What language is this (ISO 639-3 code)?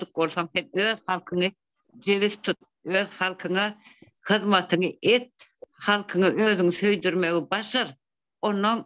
tuk